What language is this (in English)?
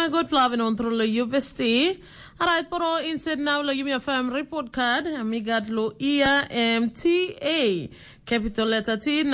Tok Pisin